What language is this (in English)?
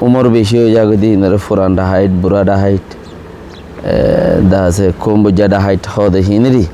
Rohingya